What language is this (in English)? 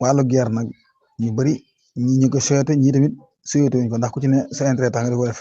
Wolof